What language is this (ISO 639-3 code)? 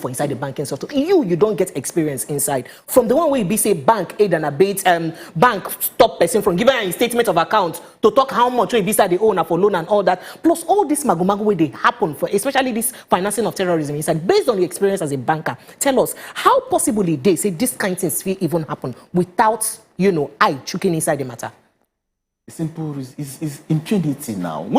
pcm